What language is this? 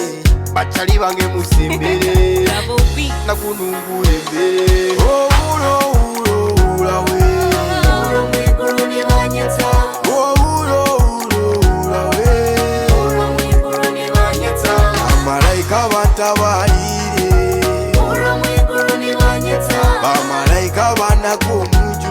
Nyoro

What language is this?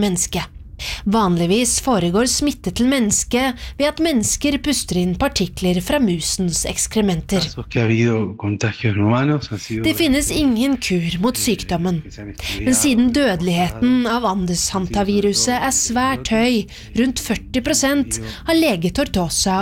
Norwegian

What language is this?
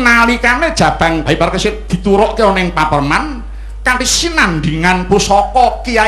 Javanese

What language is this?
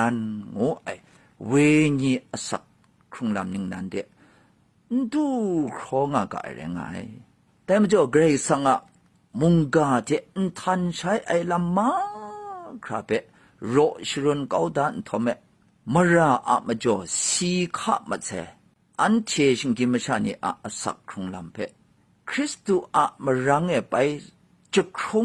Kachin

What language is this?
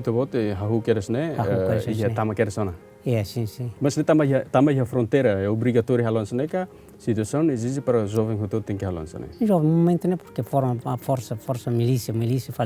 Tetum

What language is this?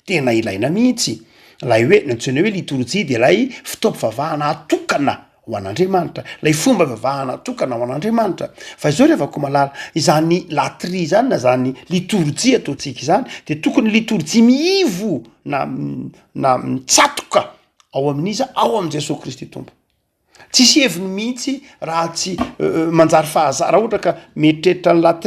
Malagasy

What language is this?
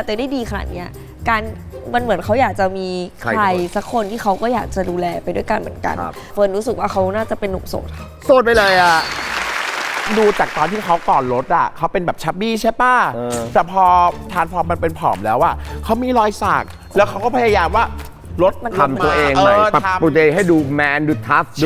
Thai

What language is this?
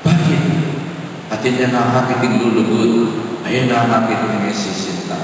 Pampanga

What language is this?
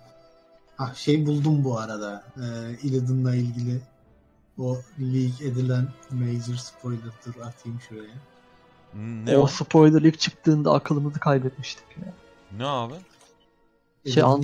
Turkish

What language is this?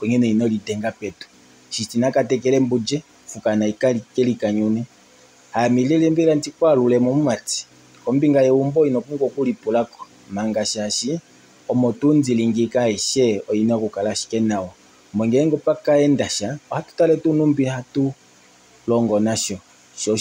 Kuanyama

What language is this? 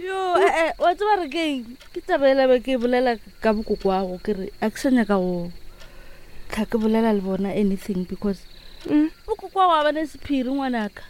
Northern Sotho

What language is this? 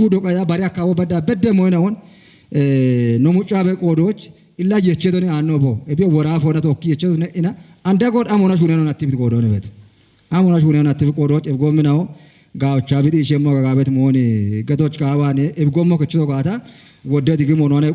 Kafa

